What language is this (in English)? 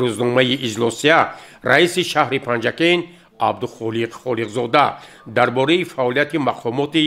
Tajik